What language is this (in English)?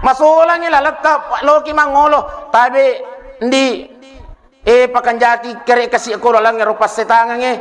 Buginese